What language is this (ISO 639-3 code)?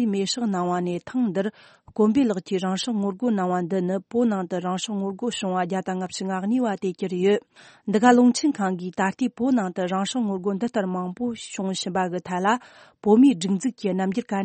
bod